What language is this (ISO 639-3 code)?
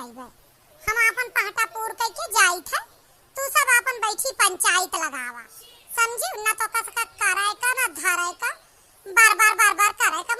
awa